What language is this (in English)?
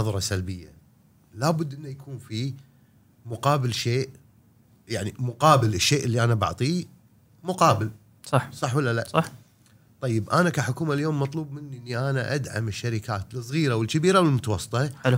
Gulf Arabic